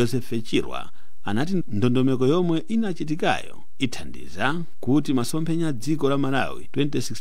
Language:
Nyanja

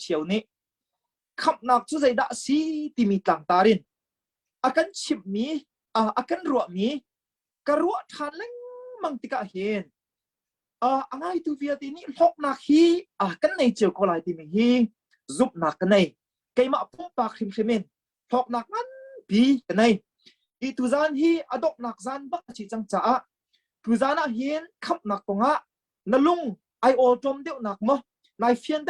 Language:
Hakha Chin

